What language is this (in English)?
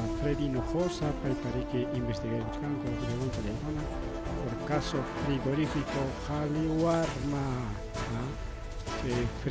Ayacucho Quechua